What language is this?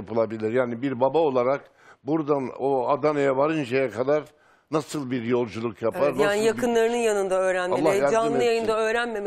Turkish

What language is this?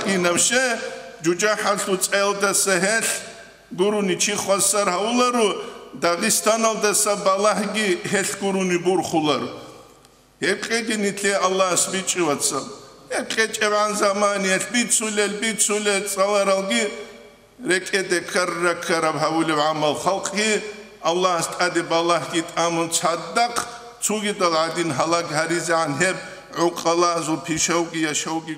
Avaric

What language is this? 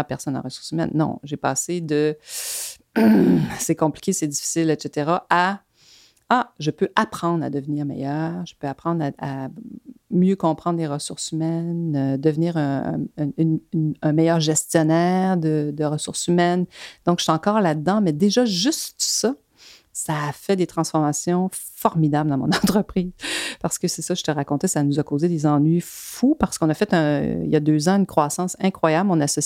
French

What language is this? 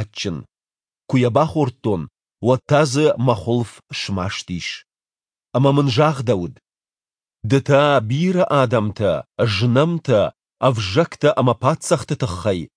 Ossetic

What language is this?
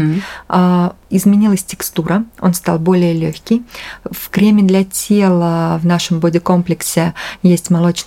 Russian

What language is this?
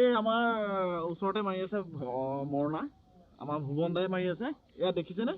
Assamese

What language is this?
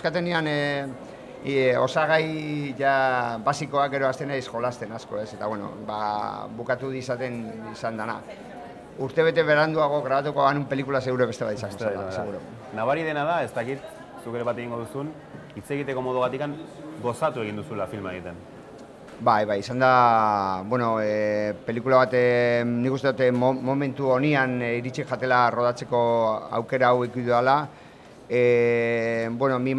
Basque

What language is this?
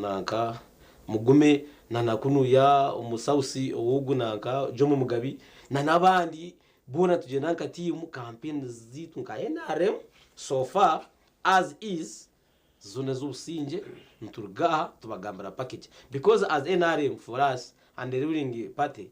Nyankole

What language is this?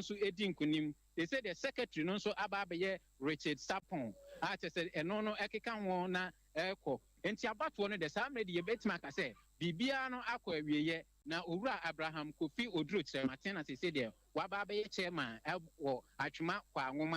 Akan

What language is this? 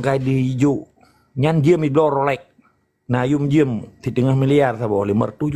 Achinese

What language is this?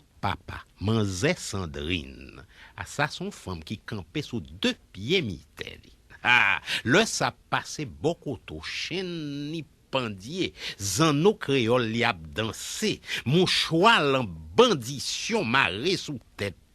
Haitian Creole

